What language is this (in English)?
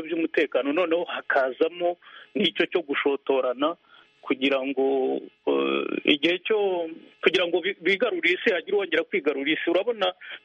Kinyarwanda